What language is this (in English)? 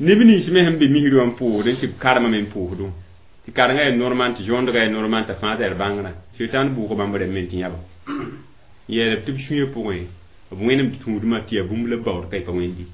Mossi